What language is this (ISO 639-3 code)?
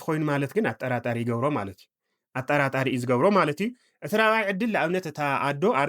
tir